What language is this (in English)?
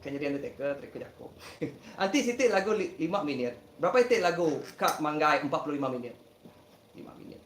Iban